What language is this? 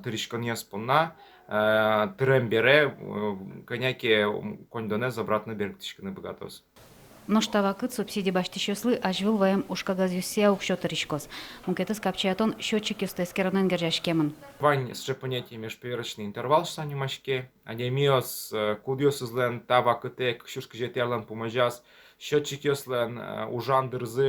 Udmurt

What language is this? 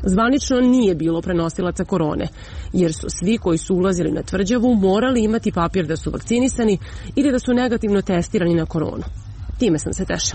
Serbian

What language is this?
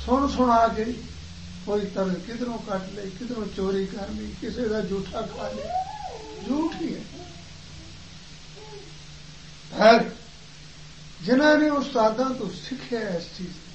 Punjabi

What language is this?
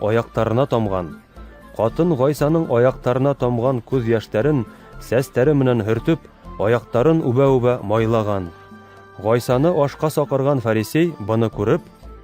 Bashkir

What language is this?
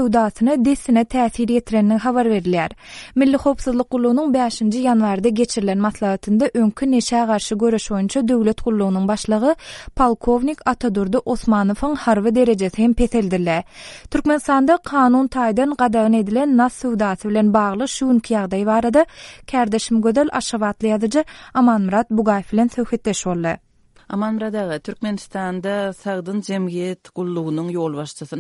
Turkmen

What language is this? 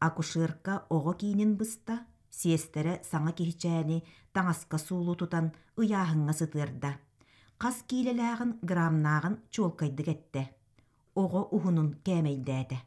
Yakut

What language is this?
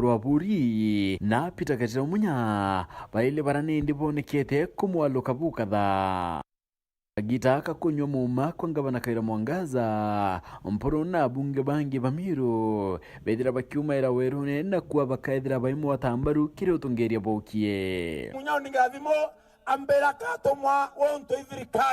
Meru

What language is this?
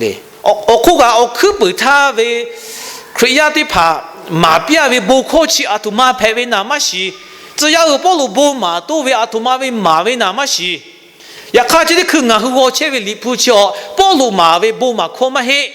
Lahu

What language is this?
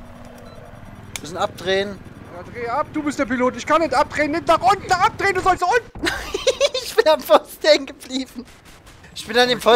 German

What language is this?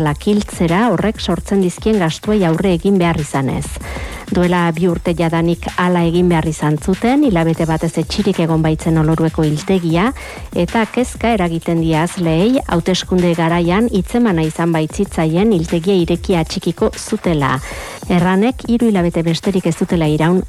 Basque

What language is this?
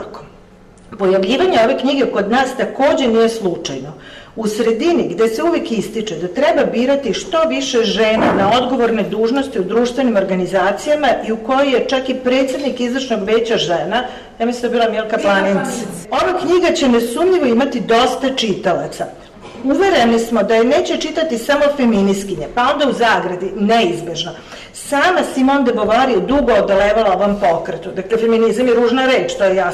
Serbian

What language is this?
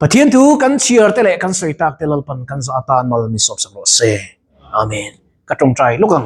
Mizo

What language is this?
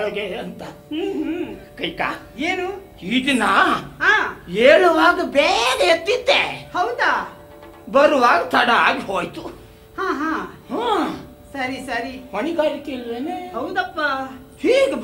Kannada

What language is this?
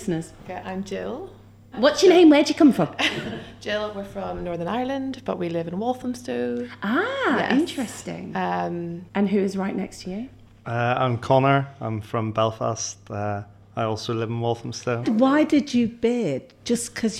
English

